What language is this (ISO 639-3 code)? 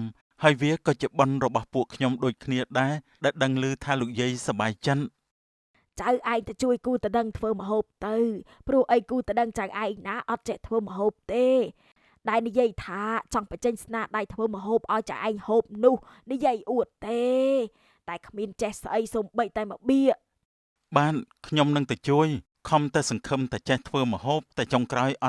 khm